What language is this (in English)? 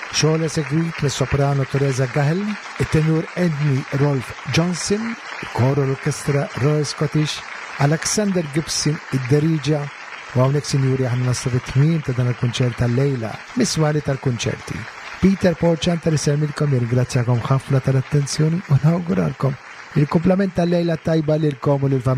Maltese